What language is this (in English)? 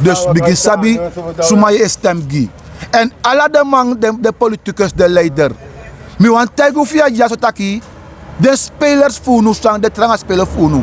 Sranan Tongo